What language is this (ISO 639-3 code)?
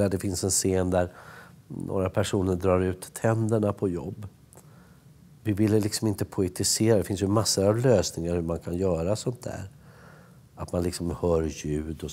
swe